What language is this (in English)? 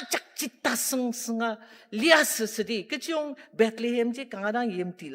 Ao Naga